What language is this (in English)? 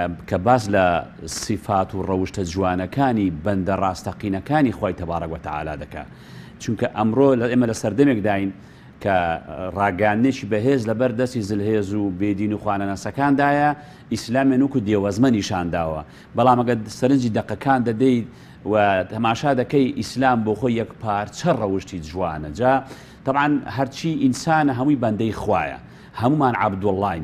Central Kurdish